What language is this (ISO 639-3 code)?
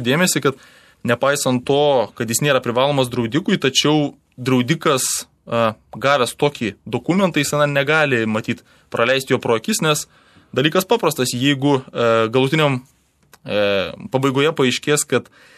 lit